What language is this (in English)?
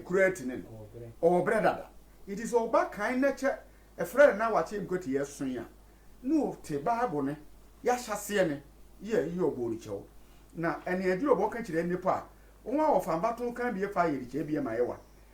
Sehwi